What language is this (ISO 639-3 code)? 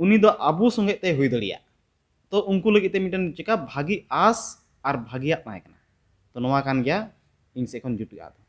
sat